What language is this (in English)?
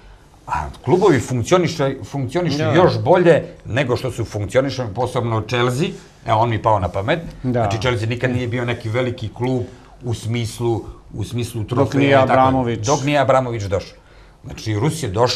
Serbian